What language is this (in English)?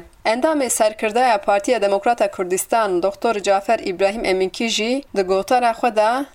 Kurdish